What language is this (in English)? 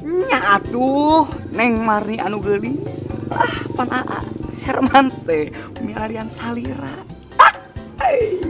Sundanese